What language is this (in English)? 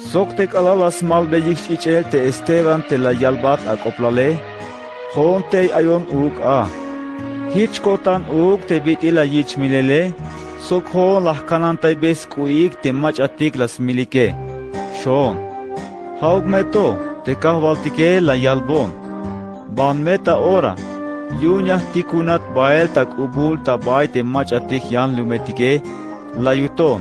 Tzeltal